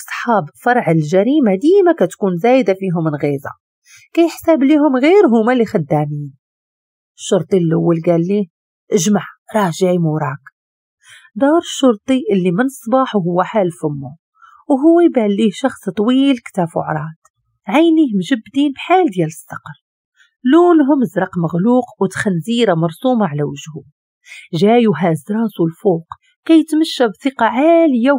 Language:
Moroccan Arabic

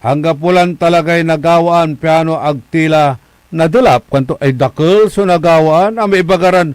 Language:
Pangasinan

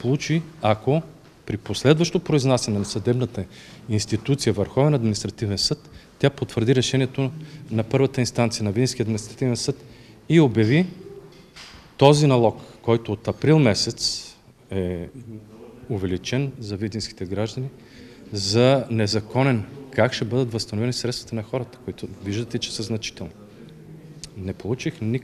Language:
Bulgarian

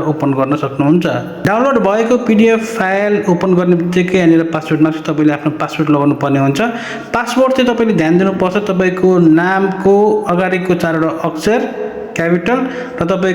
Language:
Nepali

